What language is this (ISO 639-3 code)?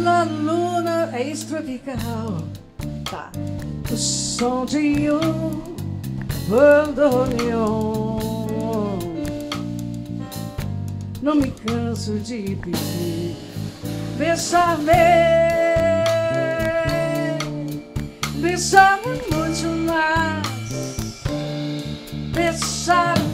por